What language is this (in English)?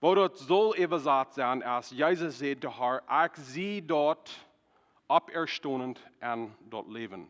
Plautdietsch